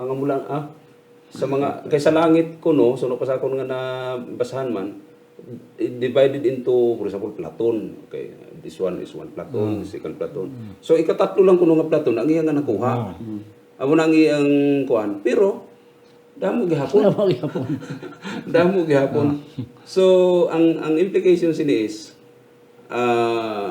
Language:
Hiligaynon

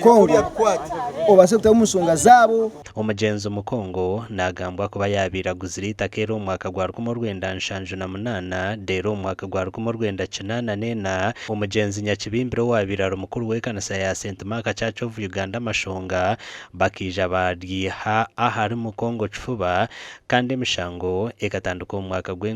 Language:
Nyankole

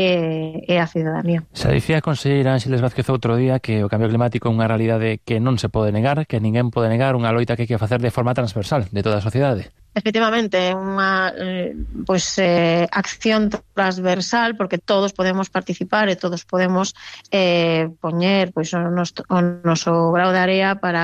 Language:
Galician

